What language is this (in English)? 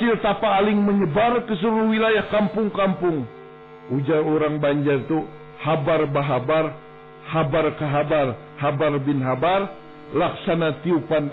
Banjar